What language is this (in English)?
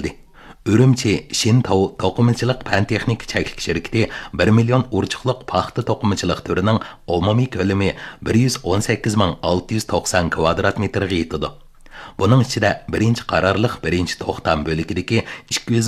Uyghur